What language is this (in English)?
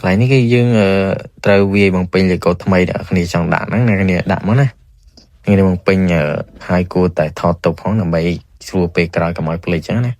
Khmer